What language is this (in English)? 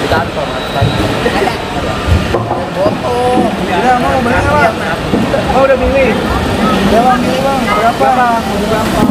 Betawi